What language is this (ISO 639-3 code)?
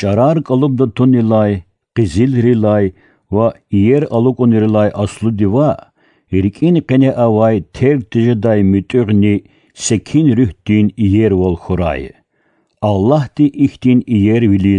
lez